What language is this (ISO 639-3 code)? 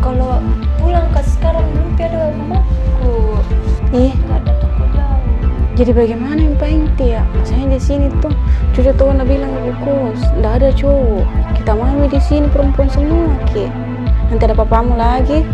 mfp